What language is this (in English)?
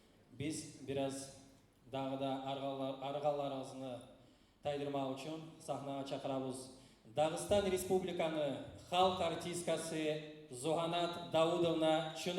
Kumyk